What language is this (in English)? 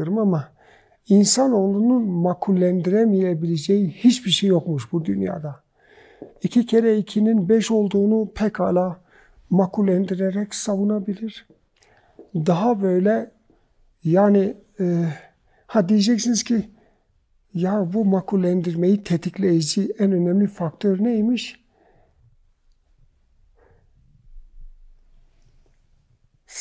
Turkish